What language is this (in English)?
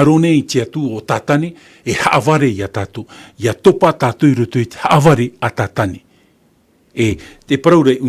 Tahitian